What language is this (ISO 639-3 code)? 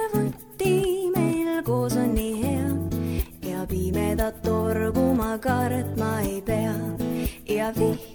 est